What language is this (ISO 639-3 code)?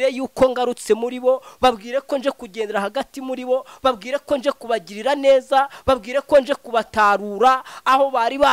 kin